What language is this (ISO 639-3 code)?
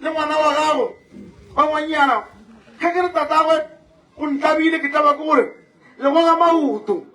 nso